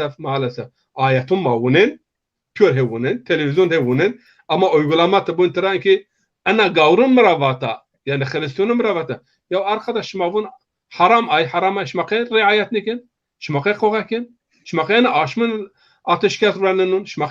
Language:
Zaza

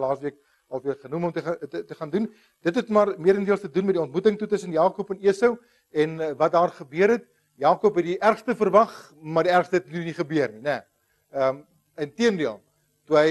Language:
Afrikaans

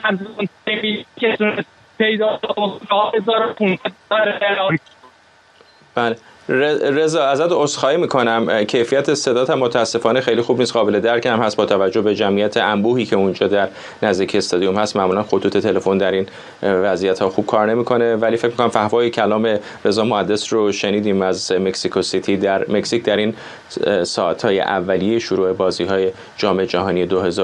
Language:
Persian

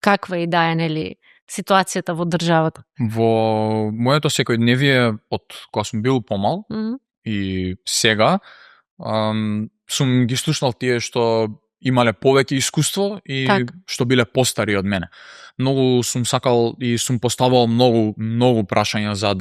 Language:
Macedonian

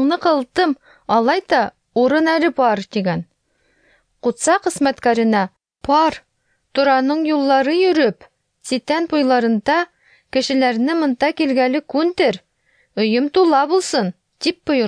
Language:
Tatar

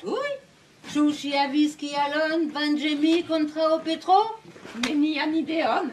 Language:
Esperanto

